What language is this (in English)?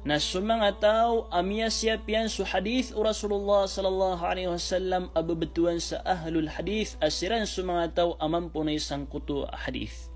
Maranao